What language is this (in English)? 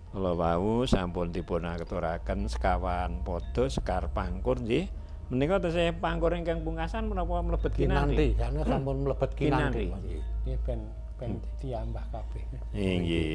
Javanese